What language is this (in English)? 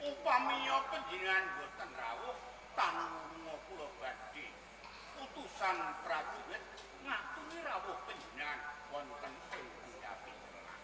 Javanese